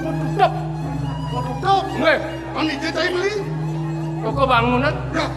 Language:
Balinese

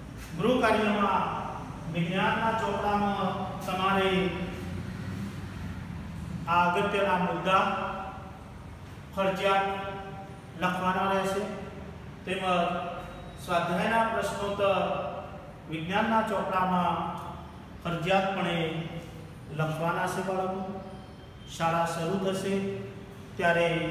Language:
Gujarati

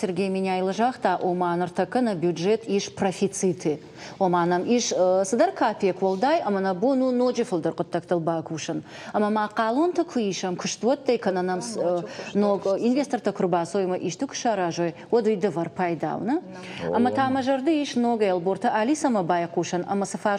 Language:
Ossetic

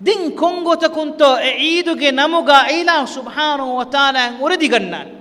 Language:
Divehi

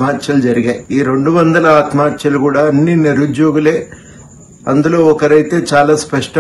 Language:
Telugu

